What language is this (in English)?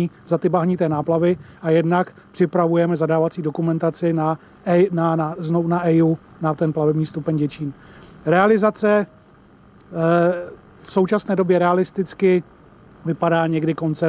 Czech